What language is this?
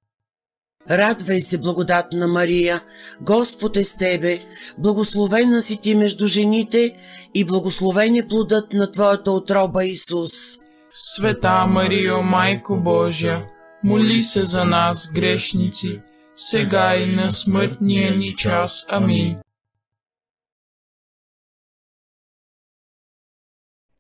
Bulgarian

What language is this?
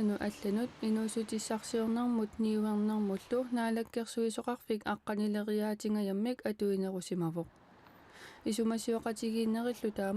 Kalaallisut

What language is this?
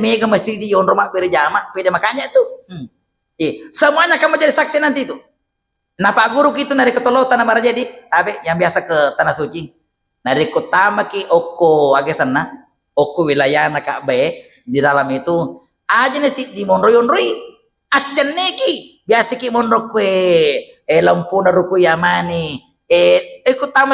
Buginese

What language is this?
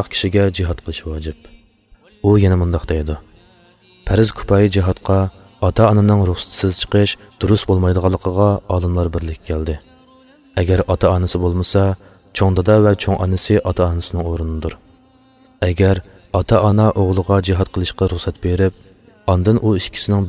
Uyghur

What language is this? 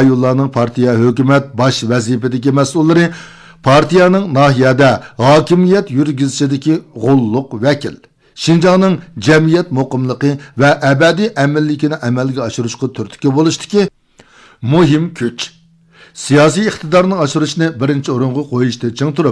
Uyghur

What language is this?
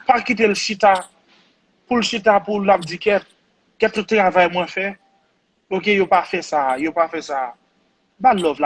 Haitian Creole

